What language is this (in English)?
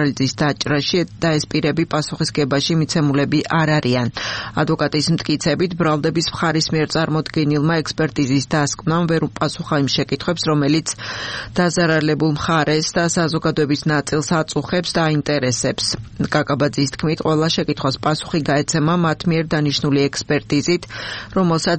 Georgian